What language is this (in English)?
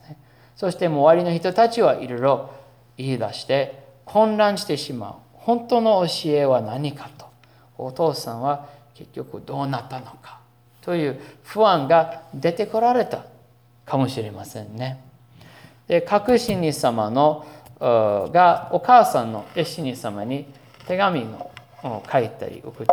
Japanese